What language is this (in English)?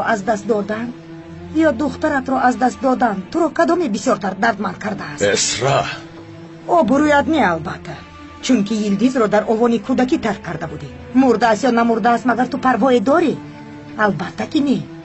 Tajik